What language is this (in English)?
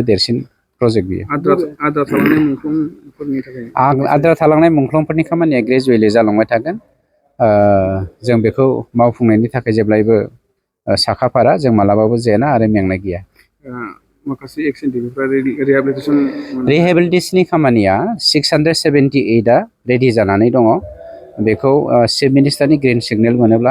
Bodo